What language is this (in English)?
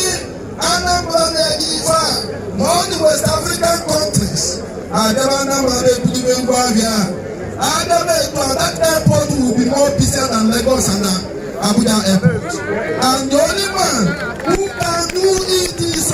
Igbo